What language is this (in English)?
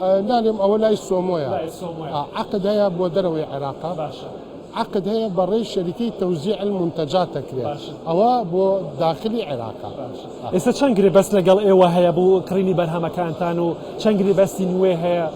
Central Kurdish